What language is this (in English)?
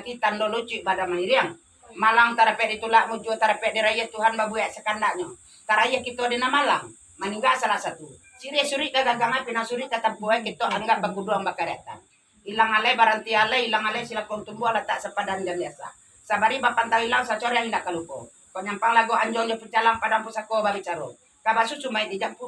Minangkabau